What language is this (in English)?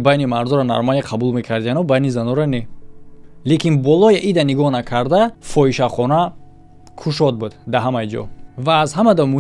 Tajik